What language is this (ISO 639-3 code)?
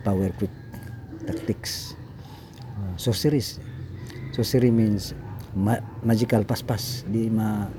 ceb